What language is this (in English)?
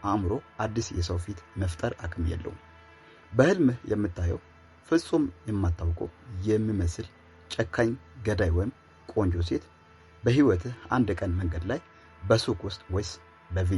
Amharic